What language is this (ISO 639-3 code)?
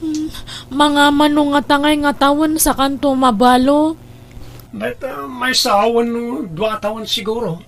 ilo